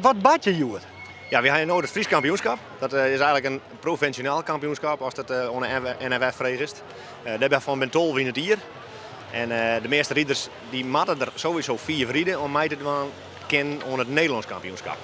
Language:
Western Frisian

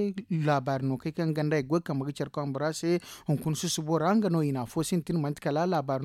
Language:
Zarma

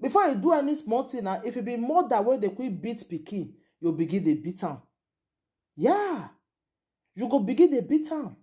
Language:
Nigerian Pidgin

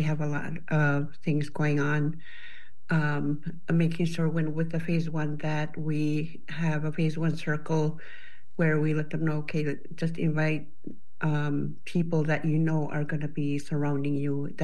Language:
English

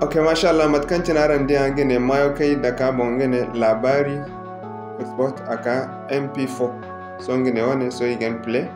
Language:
Zarma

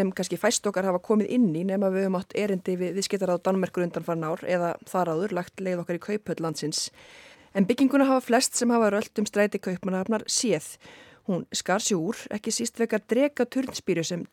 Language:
Icelandic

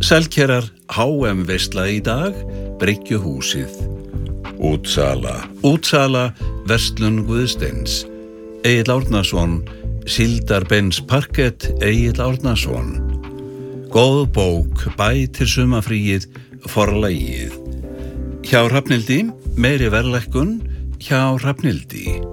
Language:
Icelandic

